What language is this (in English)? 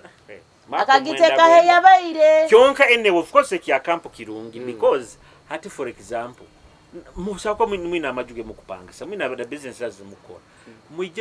Nyoro